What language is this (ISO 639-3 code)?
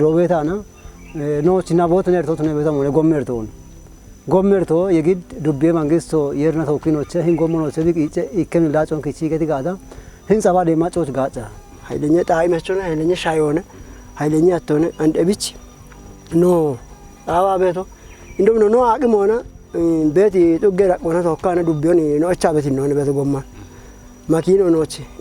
kbr